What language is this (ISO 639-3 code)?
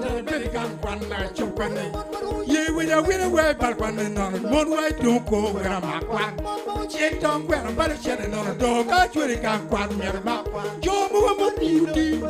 ach